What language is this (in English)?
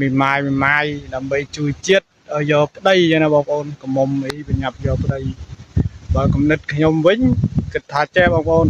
Khmer